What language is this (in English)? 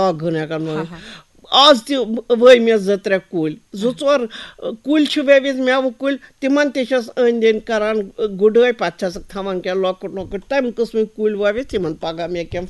Kashmiri